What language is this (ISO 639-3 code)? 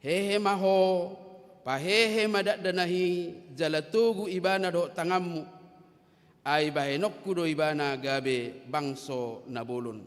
bbc